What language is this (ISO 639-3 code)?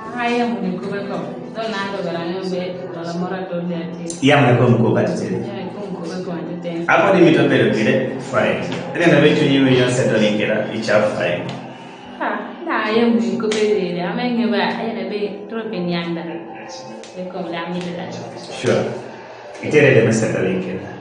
kdi